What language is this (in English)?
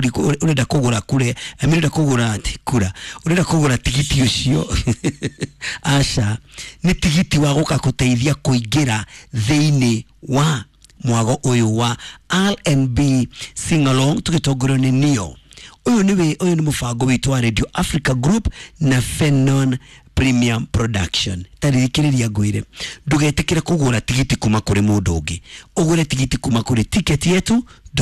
Kikuyu